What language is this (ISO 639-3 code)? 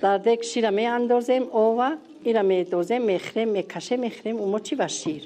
tgk